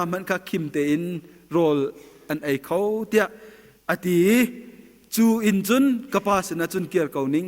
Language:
Hakha Chin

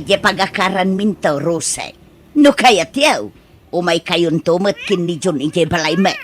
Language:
Iloko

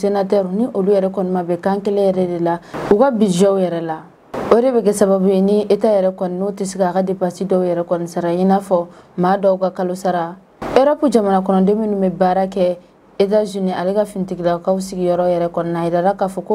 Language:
Bambara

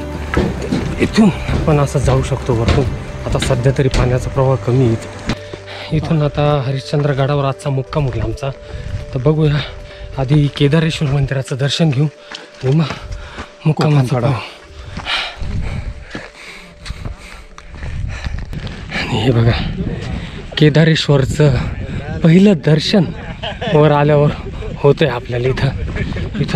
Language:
Marathi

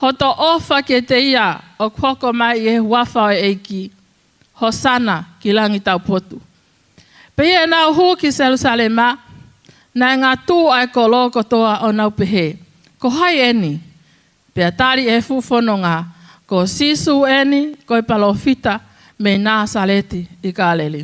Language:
Tongan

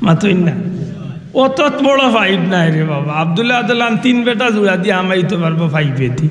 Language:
Sylheti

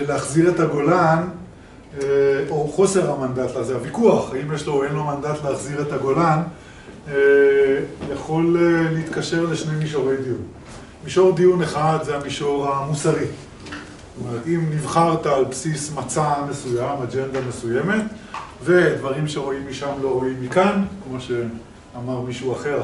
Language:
Hebrew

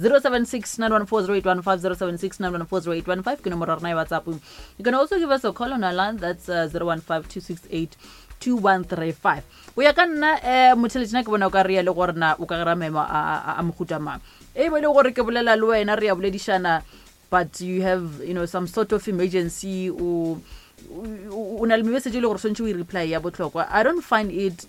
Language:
Northern Sotho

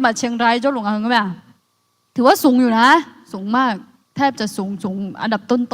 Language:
Akha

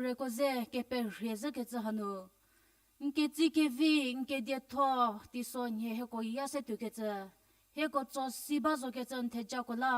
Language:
Angami Naga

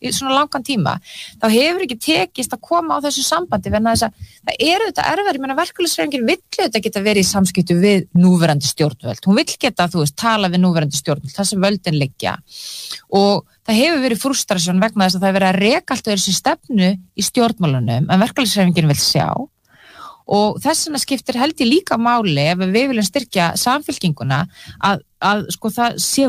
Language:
Icelandic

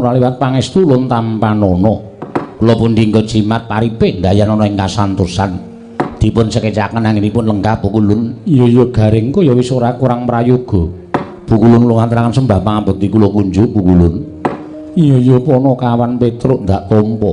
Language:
Javanese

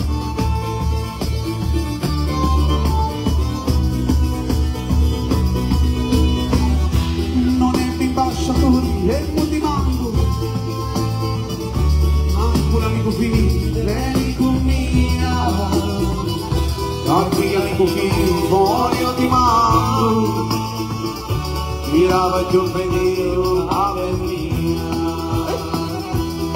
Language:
Italian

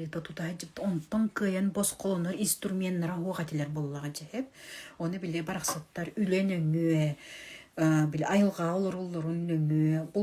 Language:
Yakut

